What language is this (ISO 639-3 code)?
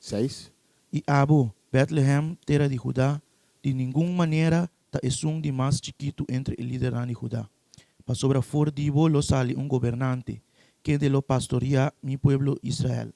pap